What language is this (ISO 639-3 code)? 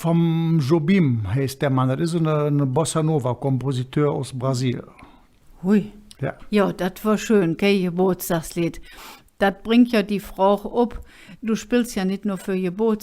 ksh